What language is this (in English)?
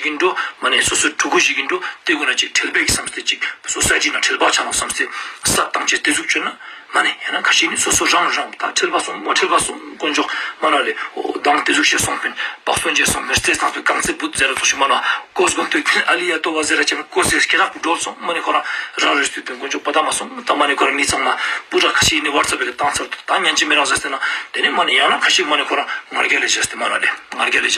Ladakhi